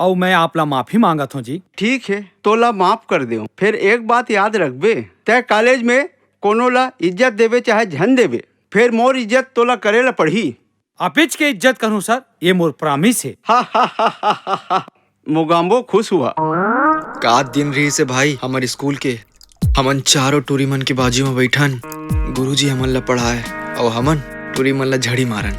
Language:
Chhattisgarhi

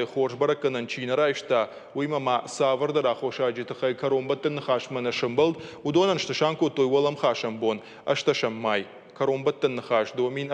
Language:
Ossetic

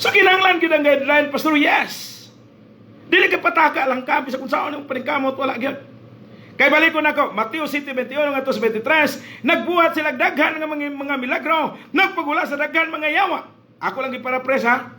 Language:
Cebuano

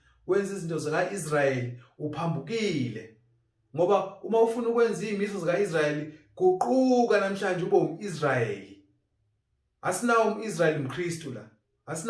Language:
Zulu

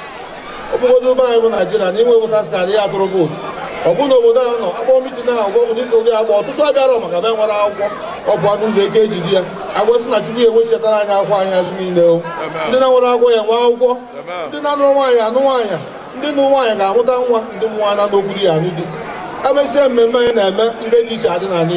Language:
Igbo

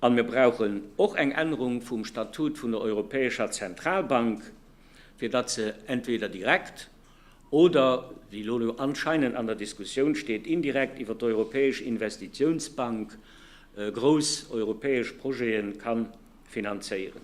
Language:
Luxembourgish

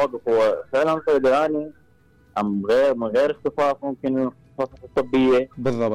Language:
Mesopotamian Arabic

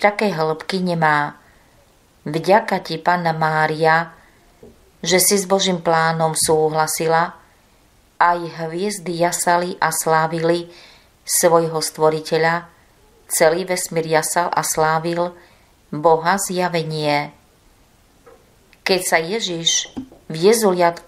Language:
Slovak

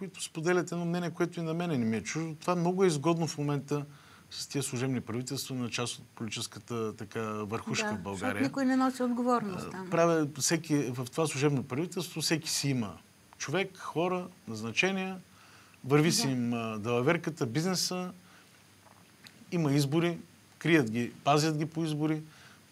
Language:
Bulgarian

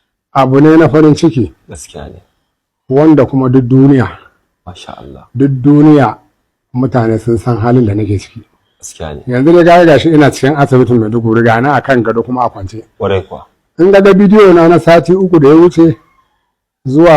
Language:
Hausa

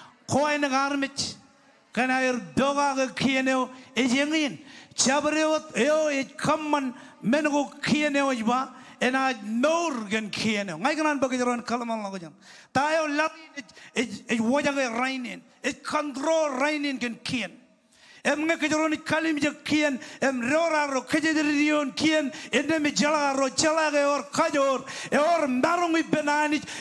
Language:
Marshallese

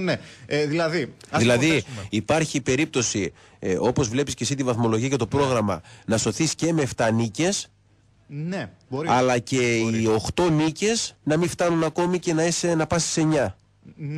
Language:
Greek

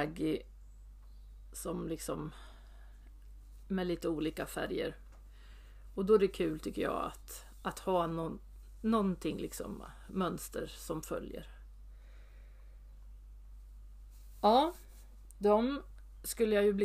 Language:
Swedish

